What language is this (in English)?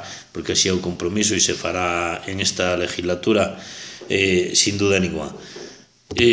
Galician